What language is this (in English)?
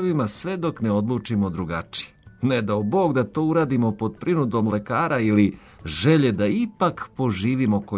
Serbian